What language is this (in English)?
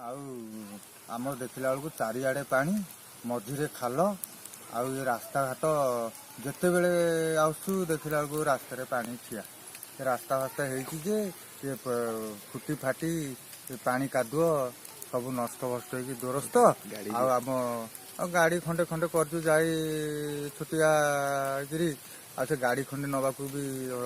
Odia